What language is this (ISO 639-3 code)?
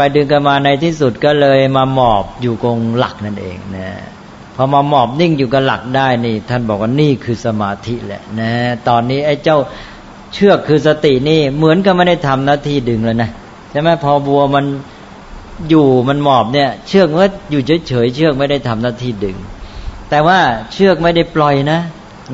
tha